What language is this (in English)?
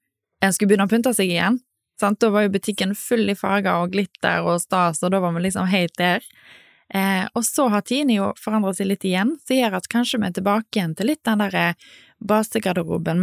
Norwegian